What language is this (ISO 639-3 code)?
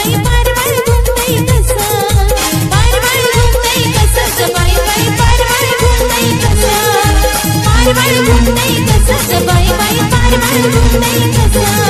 mar